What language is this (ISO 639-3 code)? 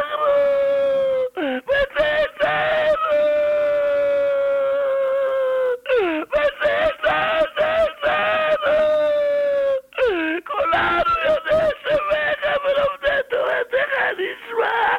heb